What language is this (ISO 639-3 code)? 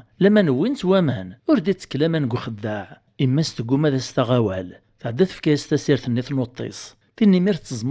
kab